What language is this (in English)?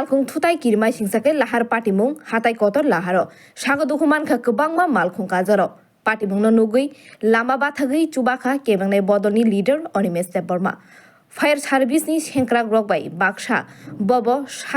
Kok Borok